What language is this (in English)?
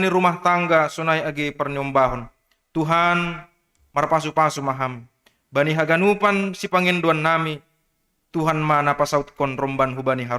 Batak Simalungun